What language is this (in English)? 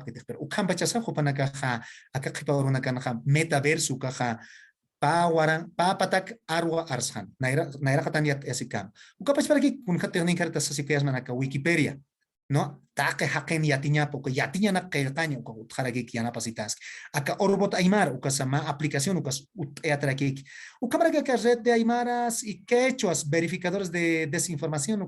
Aymara